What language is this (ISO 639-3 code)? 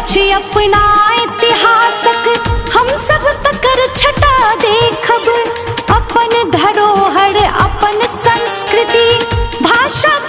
mai